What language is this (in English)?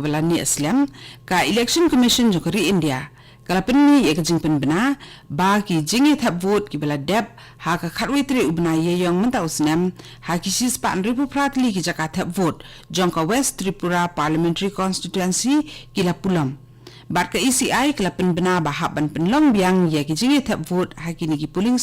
Khasi